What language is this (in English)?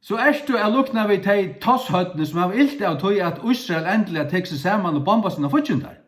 Faroese